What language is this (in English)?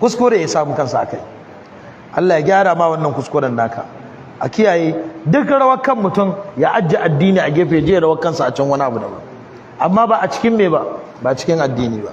Hausa